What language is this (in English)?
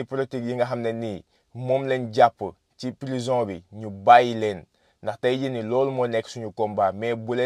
Wolof